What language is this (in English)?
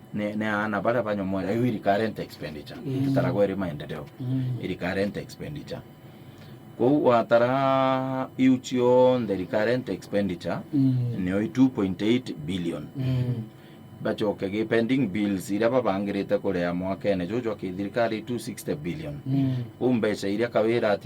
Meru